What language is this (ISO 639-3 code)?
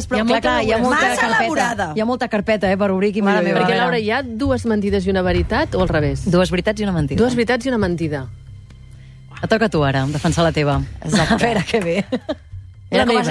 cat